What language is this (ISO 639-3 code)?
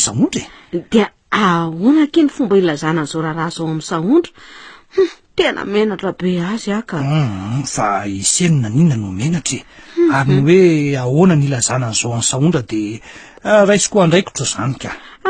mlg